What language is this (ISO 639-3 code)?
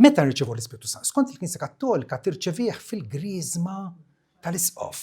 mlt